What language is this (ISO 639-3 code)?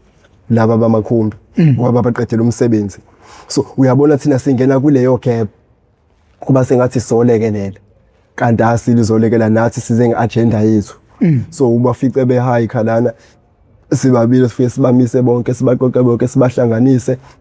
zul